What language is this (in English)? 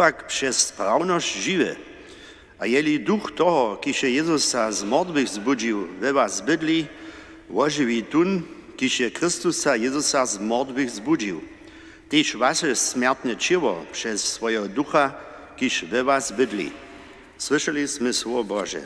Upper Sorbian